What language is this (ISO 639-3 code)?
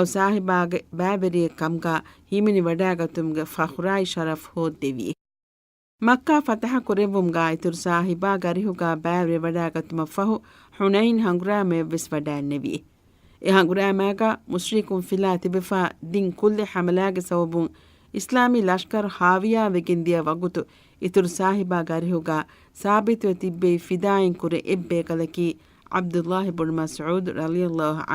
div